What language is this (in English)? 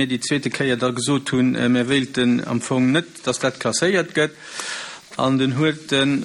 Luxembourgish